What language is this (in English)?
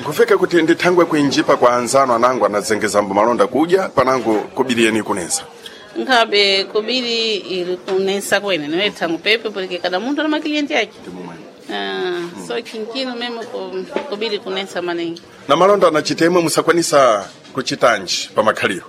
Sena